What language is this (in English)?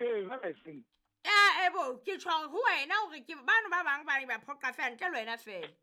Southern Sotho